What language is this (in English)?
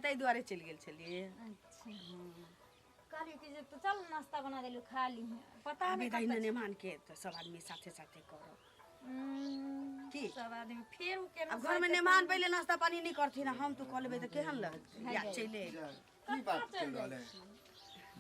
Maithili